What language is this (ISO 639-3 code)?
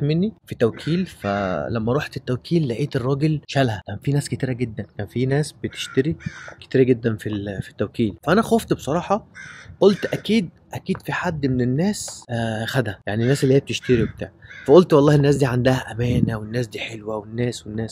arz